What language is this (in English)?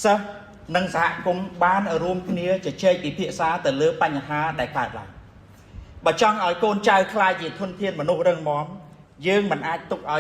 Khmer